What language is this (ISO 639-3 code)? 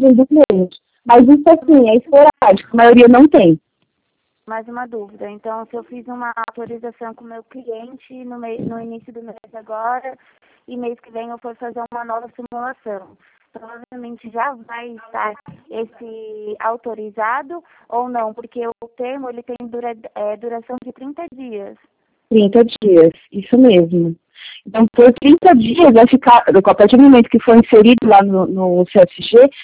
por